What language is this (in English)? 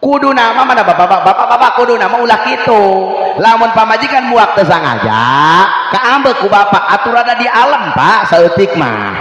Sundanese